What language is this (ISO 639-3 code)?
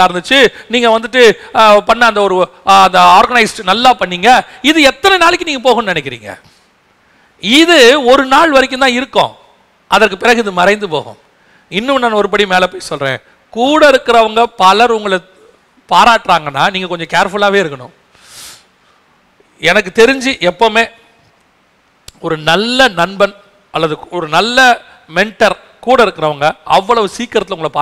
tam